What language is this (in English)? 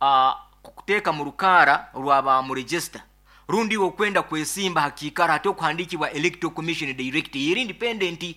Nyoro